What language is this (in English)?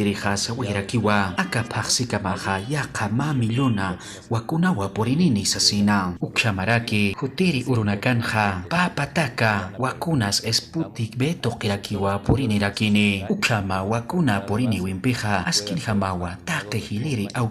Aymara